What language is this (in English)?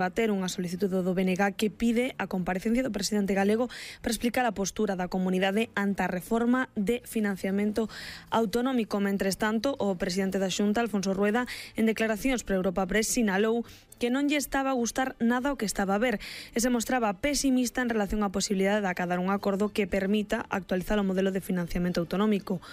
Galician